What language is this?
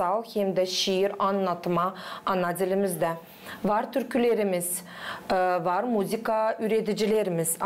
Gagauz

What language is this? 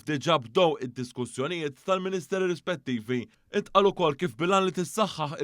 Maltese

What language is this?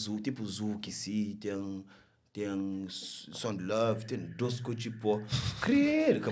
Kabuverdianu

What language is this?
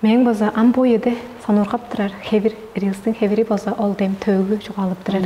Tuvinian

